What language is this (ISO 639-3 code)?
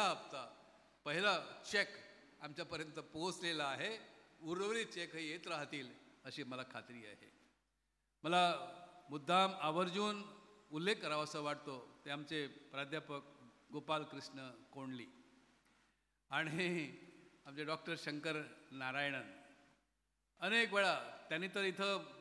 mar